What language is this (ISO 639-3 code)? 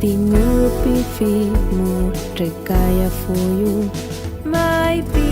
arn